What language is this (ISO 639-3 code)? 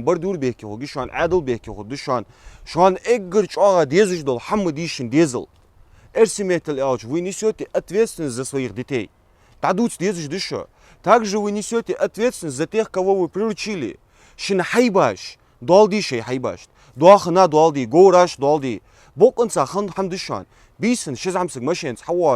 inh